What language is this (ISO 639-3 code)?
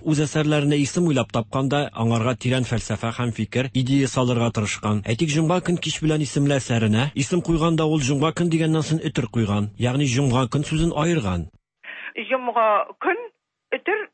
tat